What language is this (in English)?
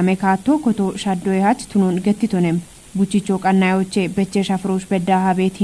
Kafa